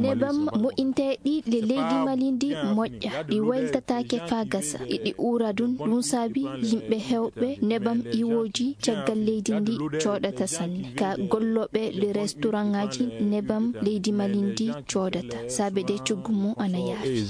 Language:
Fula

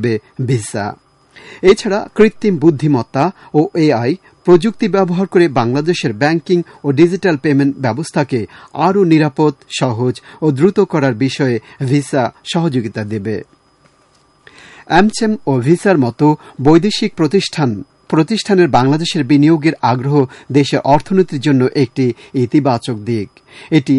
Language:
Bangla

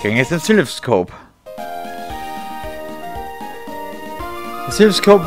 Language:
German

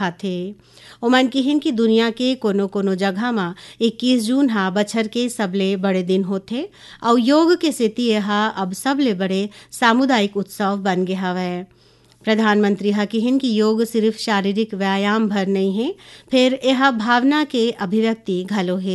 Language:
Chhattisgarhi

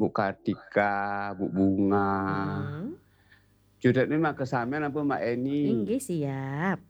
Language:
Balinese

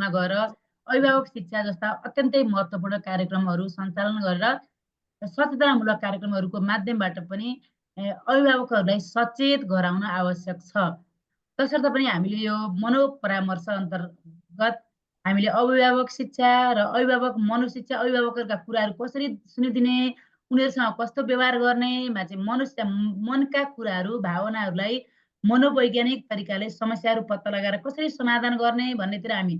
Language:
Nepali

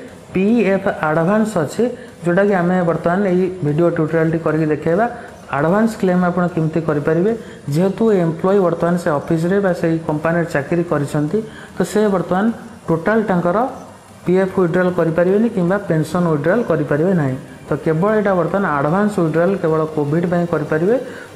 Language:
Odia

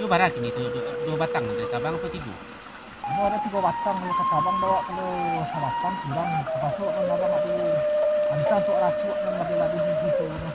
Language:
Minangkabau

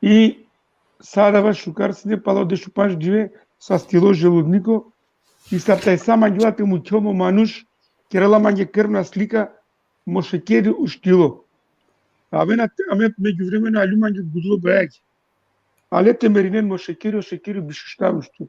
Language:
Balkan Romani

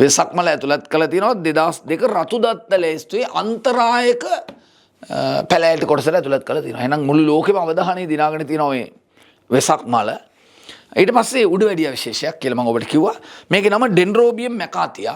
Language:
Sinhala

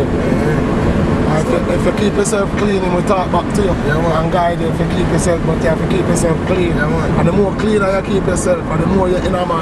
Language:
Jamaican Creole English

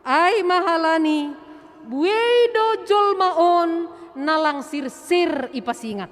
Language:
Batak Simalungun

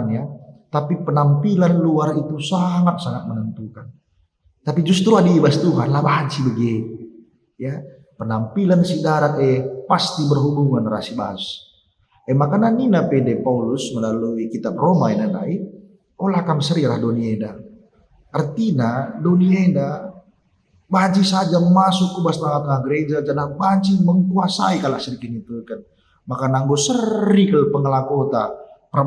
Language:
Batak Karo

